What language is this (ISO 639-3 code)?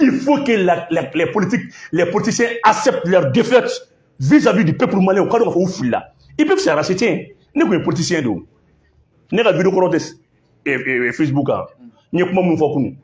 bam